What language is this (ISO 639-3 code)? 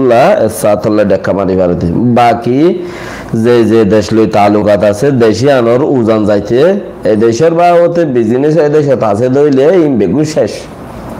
rhg